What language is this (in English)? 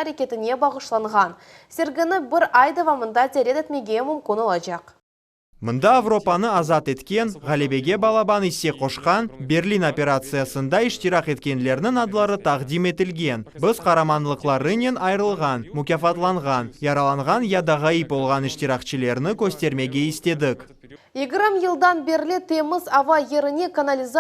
Crimean Tatar